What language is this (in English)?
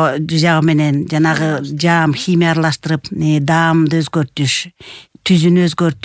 Kyrgyz